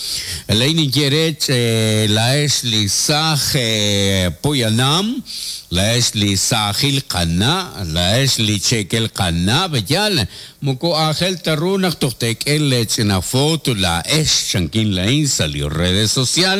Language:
Kekchí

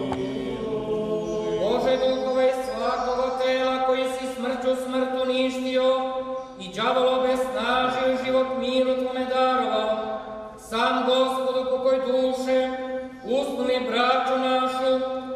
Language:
Serbian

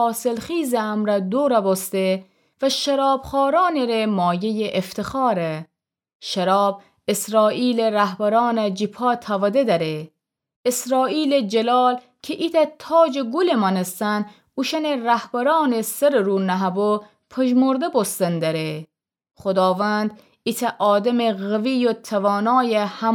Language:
Gilaki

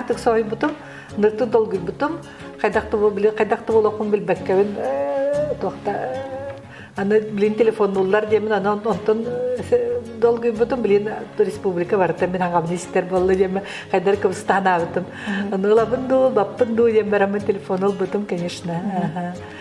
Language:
Yakut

